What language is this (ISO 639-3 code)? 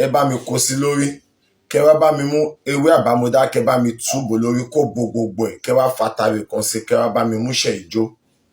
yor